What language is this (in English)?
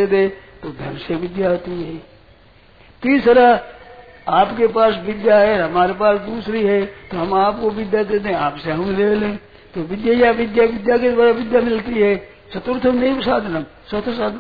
Hindi